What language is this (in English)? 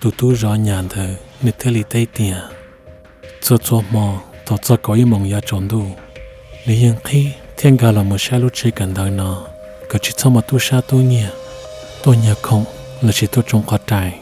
Hmong